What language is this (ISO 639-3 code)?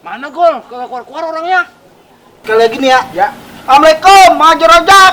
bew